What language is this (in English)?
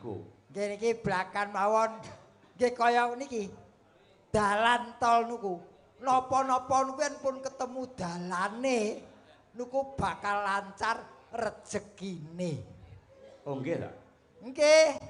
Javanese